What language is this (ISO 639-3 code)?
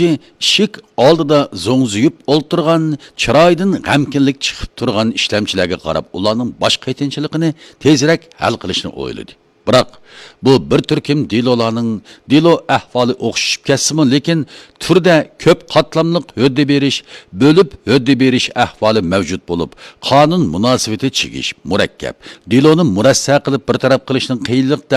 uig